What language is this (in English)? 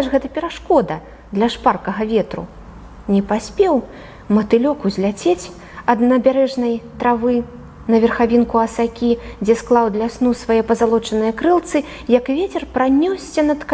Belarusian